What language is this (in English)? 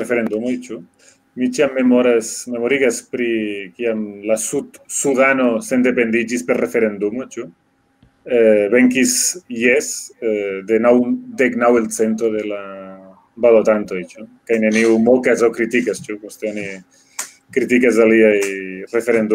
Esperanto